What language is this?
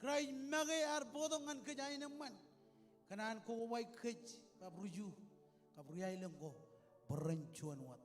Marshallese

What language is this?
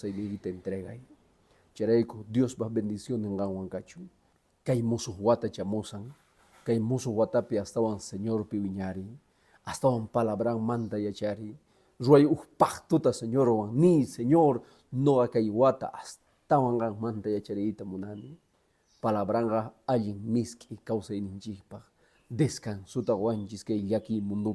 Quechua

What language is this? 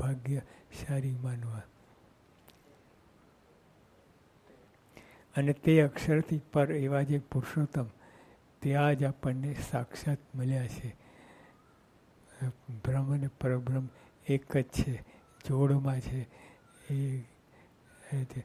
Gujarati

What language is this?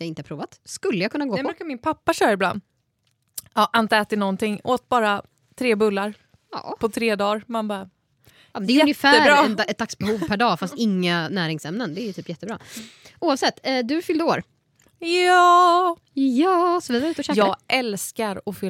Swedish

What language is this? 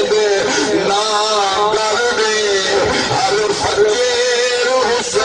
Saraiki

